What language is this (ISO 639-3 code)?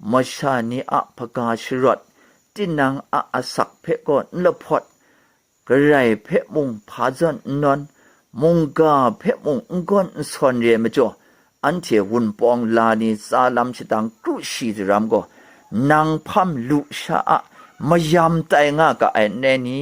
kac